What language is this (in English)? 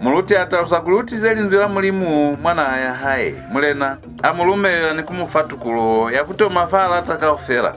Lozi